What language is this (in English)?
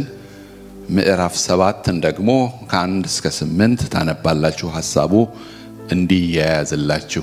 Amharic